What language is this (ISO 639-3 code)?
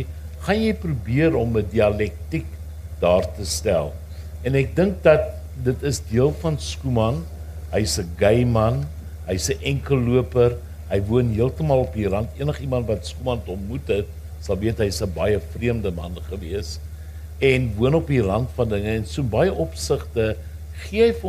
afr